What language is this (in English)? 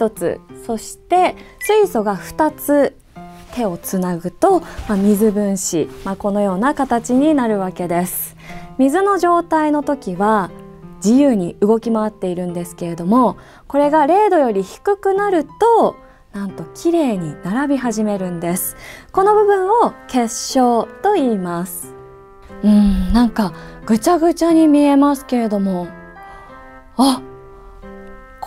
Japanese